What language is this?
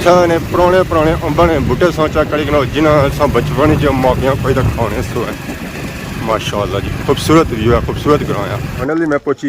Pahari-Potwari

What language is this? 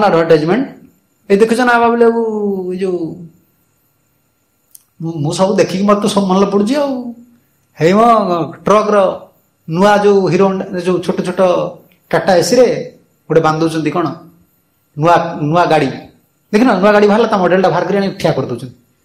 Odia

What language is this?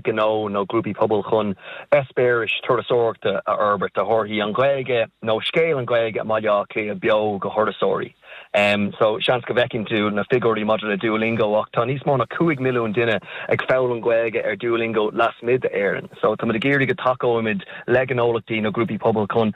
Irish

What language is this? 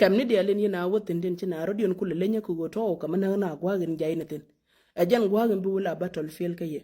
Nuer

